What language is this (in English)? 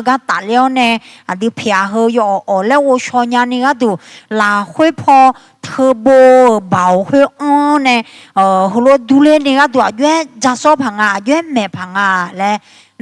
Akha